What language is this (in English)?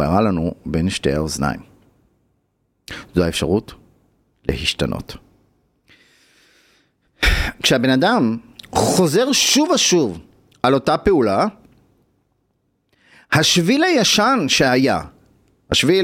Hebrew